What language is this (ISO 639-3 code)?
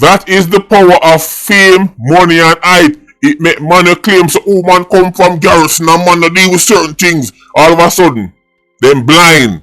jam